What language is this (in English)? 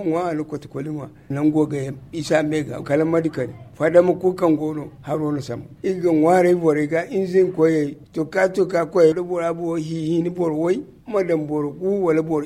Zarma